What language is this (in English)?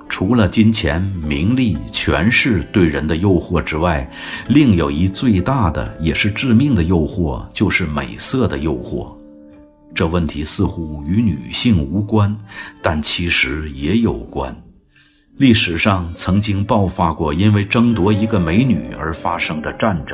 Chinese